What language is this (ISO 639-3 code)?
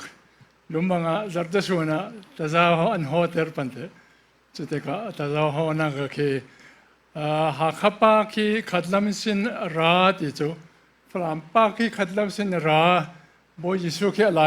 cfm